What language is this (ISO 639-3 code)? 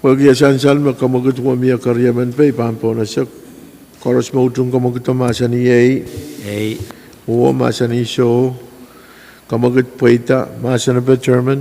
pon